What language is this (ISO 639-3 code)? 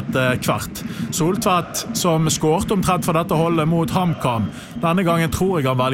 nor